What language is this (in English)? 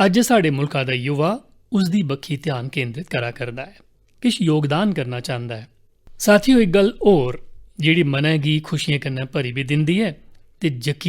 Dogri